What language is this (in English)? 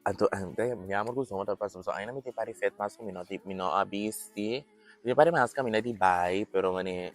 Papiamento